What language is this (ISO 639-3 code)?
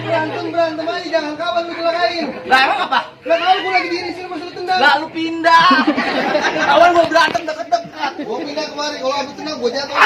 bew